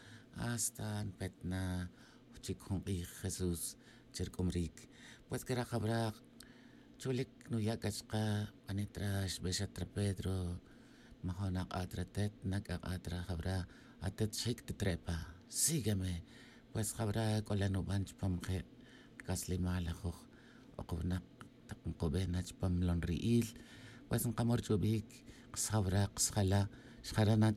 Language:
Tz'utujil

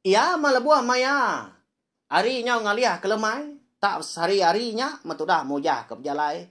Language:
Iban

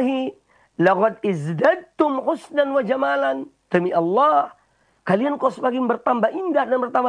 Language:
Indonesian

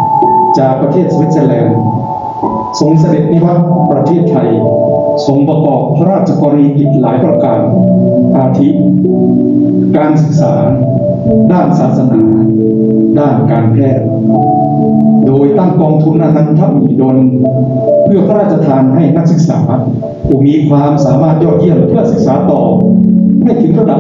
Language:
Thai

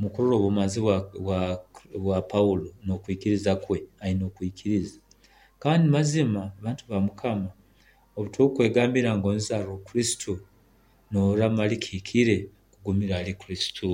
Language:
Nyoro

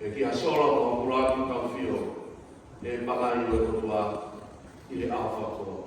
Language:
Tongan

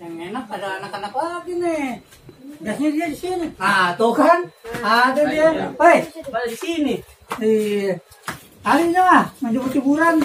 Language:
Betawi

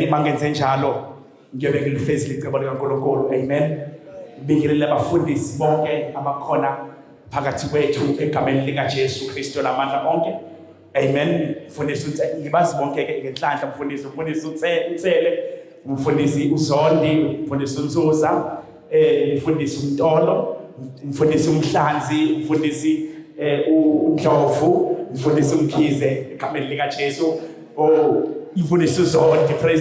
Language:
Zulu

